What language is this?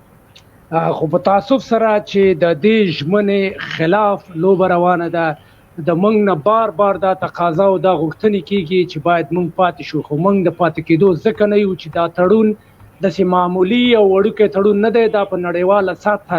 Pashto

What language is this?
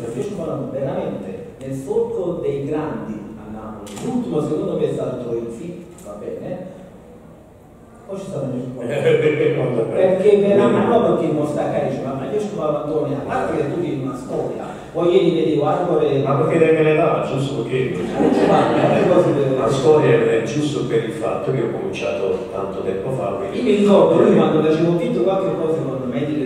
Italian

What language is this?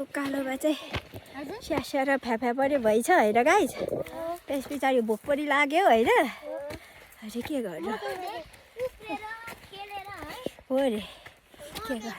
Nepali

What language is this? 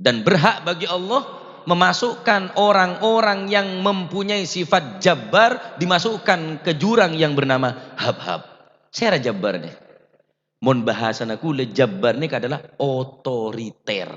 Madurese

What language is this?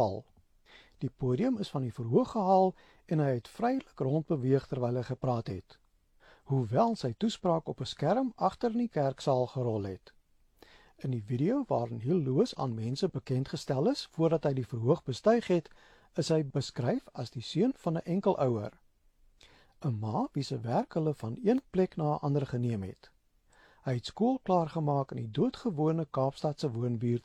Afrikaans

